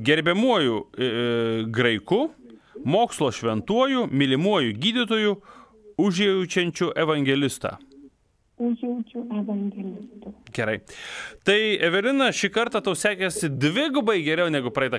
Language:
Lithuanian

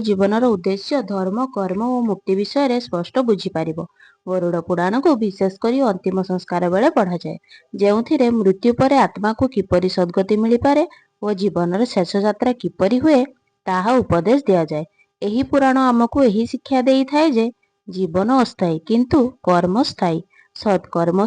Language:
Odia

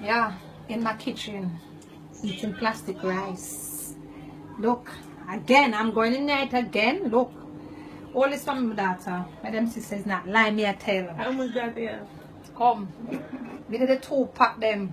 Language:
Jamaican Creole English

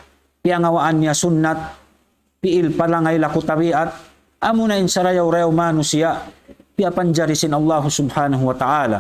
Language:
Tausug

